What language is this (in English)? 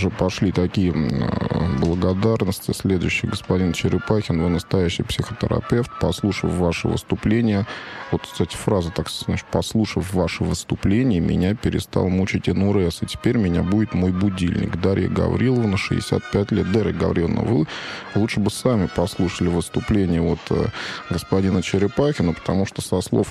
Russian